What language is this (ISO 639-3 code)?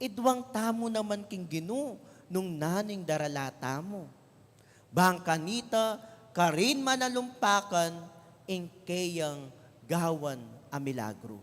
pam